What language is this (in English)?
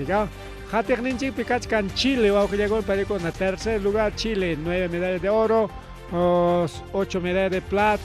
Ayacucho Quechua